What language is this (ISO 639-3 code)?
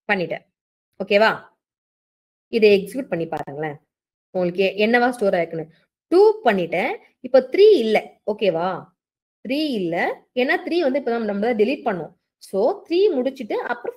tam